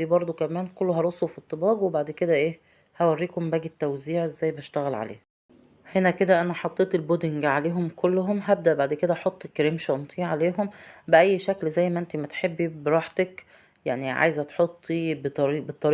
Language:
Egyptian Arabic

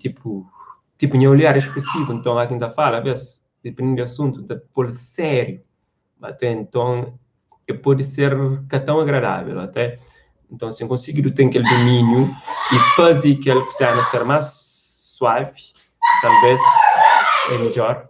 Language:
Kabuverdianu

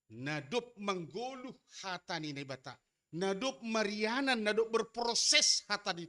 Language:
Batak Simalungun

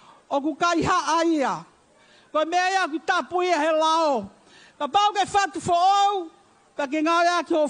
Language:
Tongan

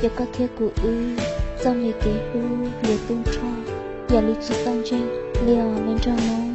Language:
Hmong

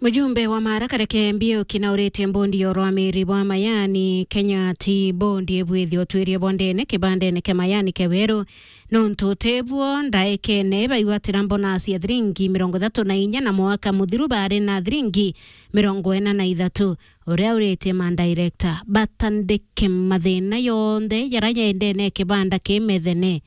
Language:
Meru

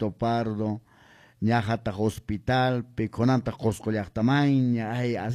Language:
Quechua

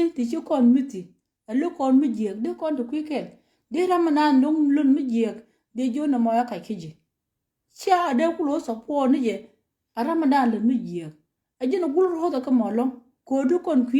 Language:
Nuer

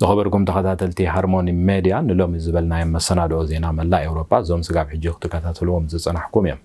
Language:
Tigrinya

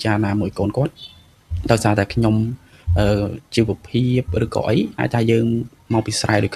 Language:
Khmer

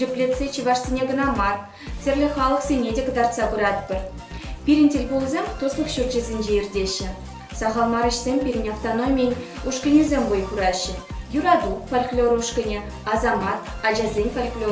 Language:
Chuvash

